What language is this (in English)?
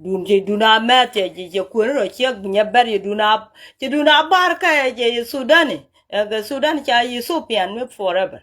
Nuer